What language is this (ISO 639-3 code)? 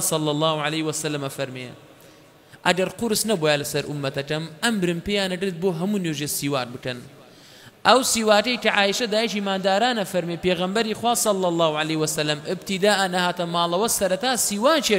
ckb